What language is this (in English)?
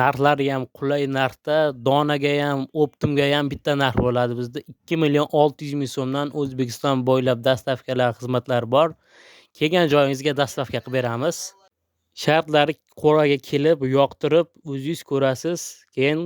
Uzbek